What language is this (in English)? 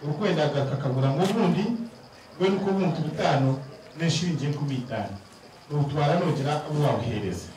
Nyankole